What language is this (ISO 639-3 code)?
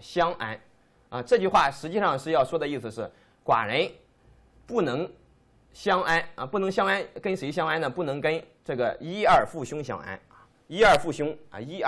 zho